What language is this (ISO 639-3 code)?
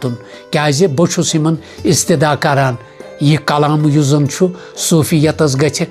kas